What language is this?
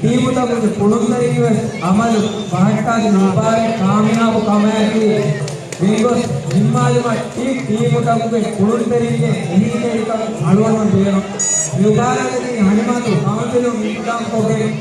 Divehi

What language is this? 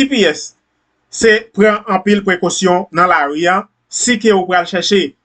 Haitian Creole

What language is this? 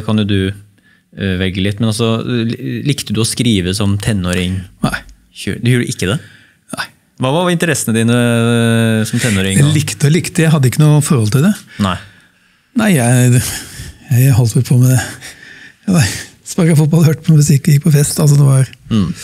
Norwegian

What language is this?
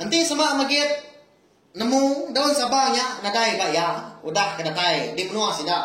Iban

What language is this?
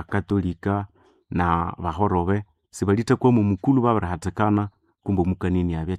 Nande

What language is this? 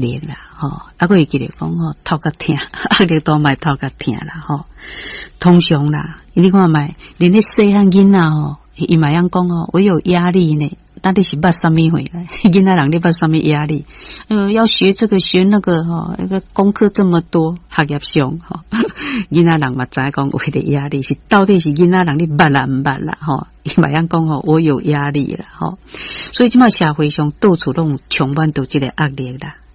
Min Nan Chinese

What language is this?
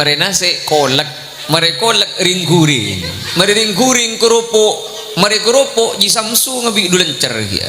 Madurese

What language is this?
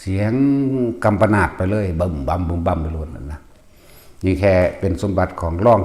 Northeastern Thai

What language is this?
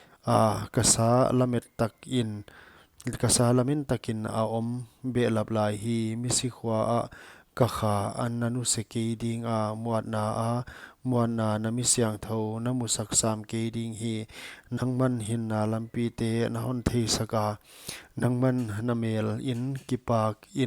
Paite Chin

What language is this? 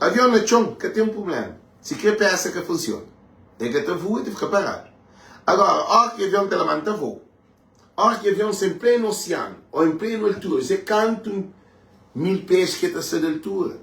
Kabuverdianu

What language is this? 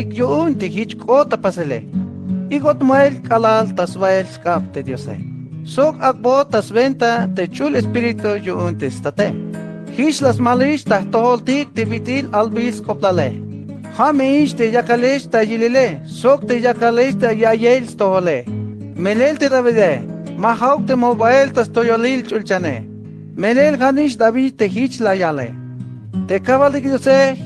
Tzeltal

